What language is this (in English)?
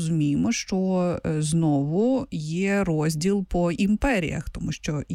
Ukrainian